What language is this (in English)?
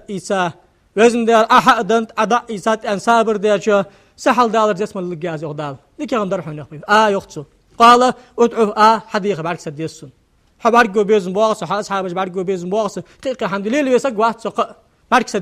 Ingush